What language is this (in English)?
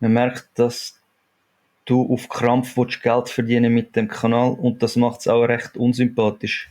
Swiss German